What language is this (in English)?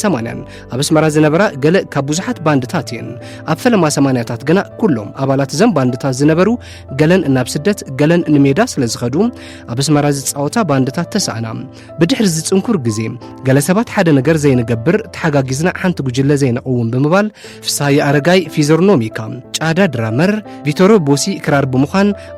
Tigrinya